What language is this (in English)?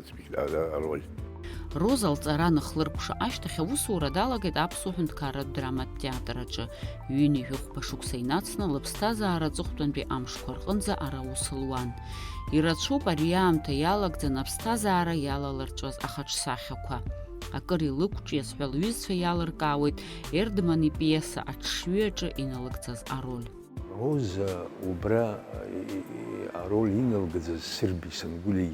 Abkhazian